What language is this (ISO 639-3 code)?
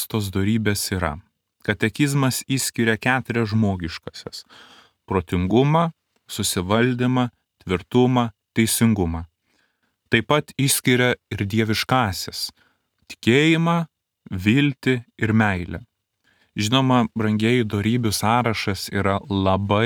lit